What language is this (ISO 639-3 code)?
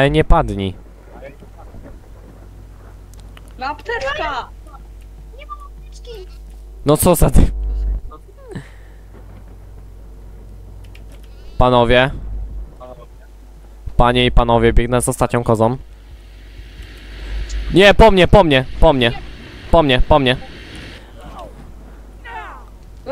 pol